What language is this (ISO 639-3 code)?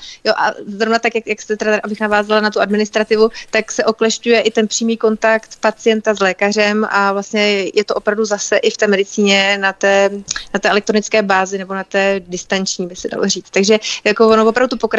ces